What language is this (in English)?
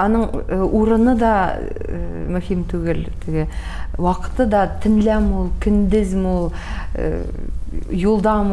Tatar